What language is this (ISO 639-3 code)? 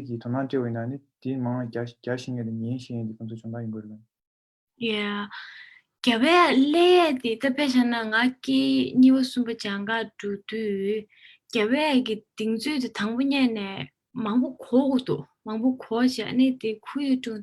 bod